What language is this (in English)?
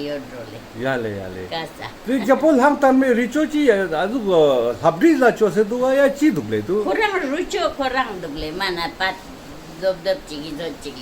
Ladakhi